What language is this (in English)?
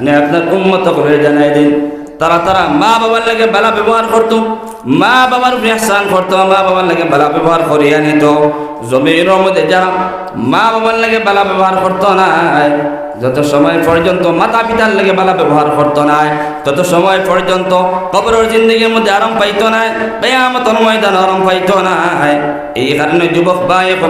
Sylheti